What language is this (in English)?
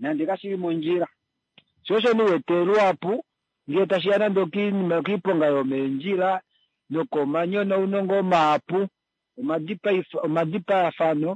Kuanyama